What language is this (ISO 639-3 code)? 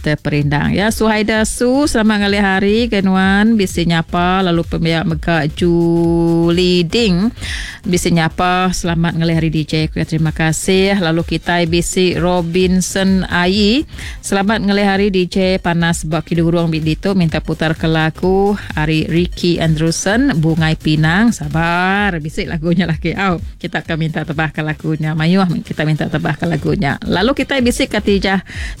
iba